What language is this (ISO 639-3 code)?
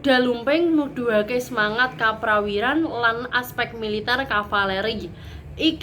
jav